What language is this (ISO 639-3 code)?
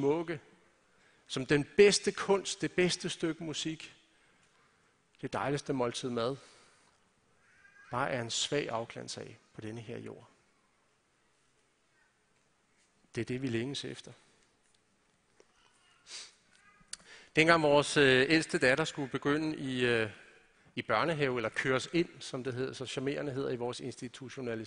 dan